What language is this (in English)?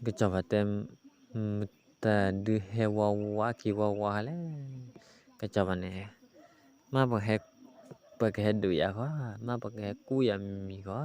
S'gaw Karen